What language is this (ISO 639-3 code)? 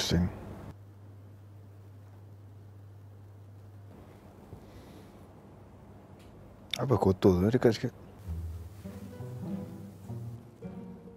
msa